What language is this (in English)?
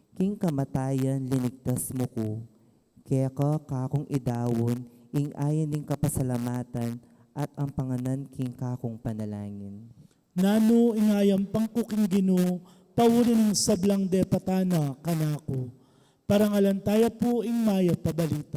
Pampanga